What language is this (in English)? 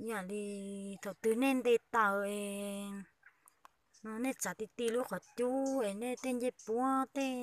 Hmong